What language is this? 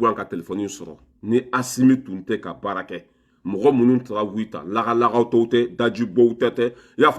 Bambara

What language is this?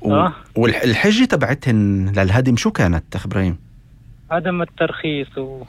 North Levantine Arabic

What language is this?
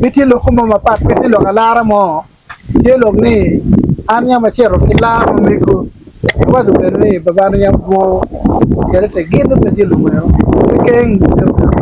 Acoli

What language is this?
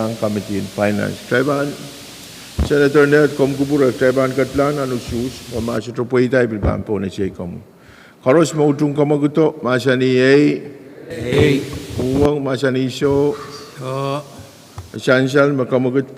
Pohnpeian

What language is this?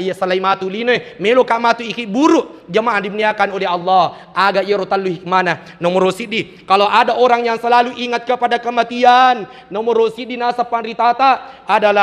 Buginese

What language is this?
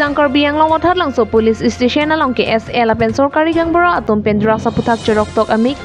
Karbi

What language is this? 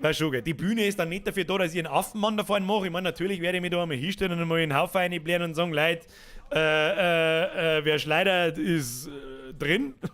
Bavarian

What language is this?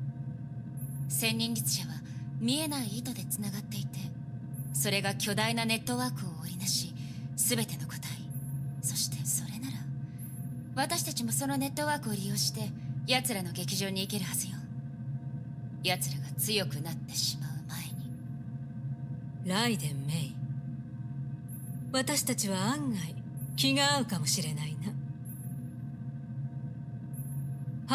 Japanese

